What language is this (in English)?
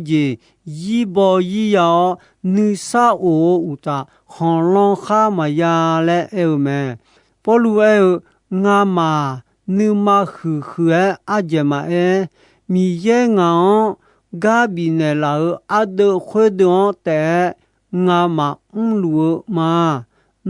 Akha